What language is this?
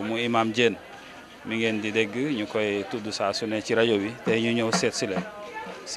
Wolof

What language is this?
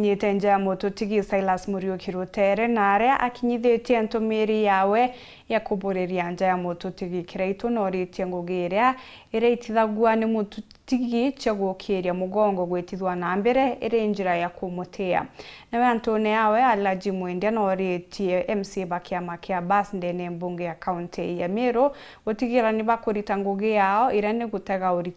Meru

